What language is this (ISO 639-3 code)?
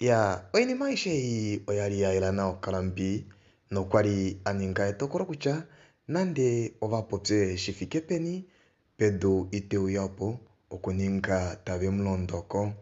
kua